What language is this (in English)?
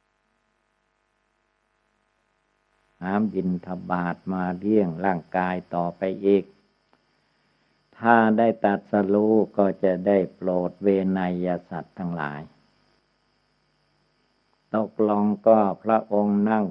Thai